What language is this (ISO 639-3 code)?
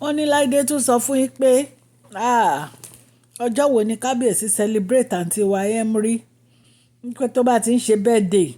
yor